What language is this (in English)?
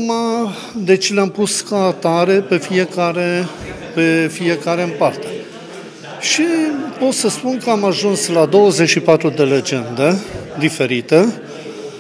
Romanian